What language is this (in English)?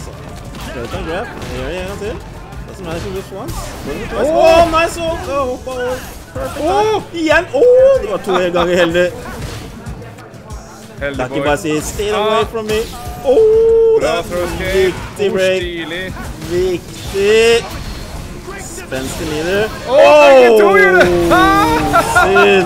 Norwegian